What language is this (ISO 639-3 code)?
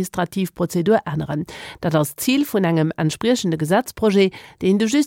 ltz